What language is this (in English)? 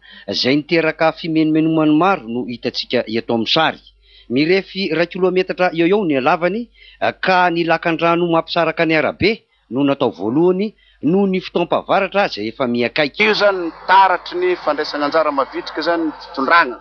Malagasy